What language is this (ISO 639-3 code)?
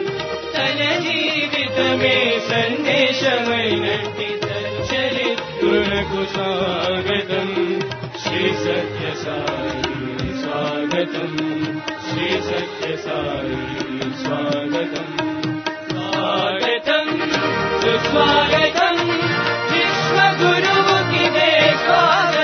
tel